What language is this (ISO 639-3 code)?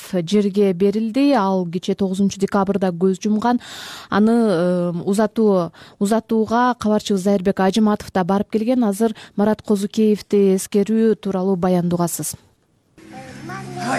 kir